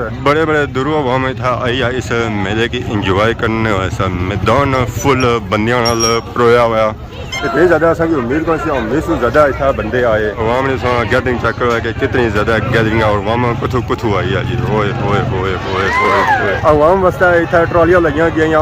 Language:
Pahari-Potwari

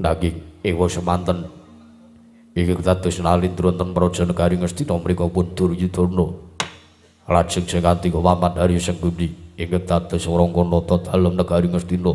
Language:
Javanese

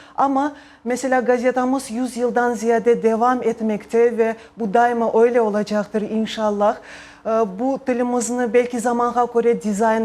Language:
Crimean Tatar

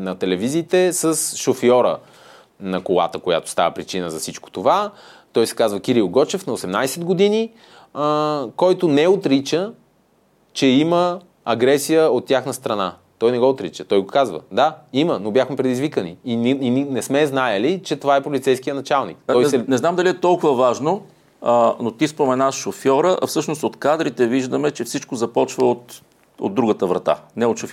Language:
Bulgarian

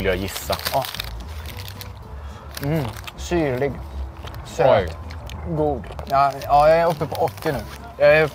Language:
Swedish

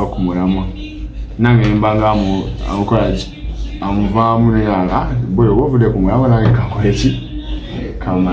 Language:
Ganda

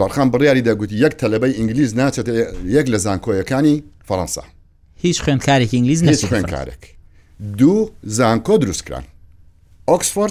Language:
Central Kurdish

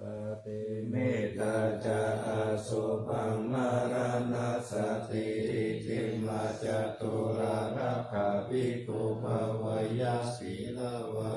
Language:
Pali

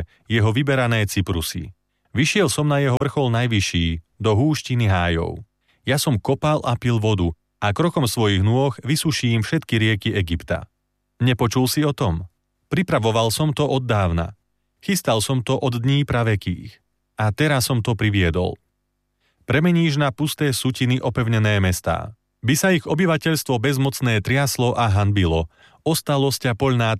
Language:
Slovak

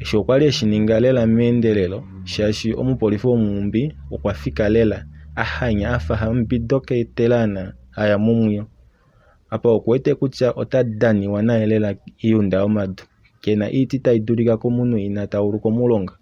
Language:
Kuanyama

